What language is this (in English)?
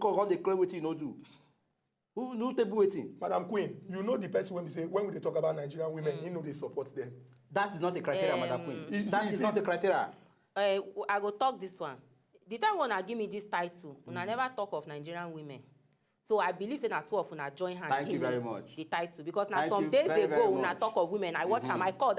Nigerian Pidgin